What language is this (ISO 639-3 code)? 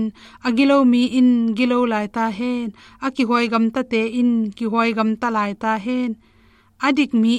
ctd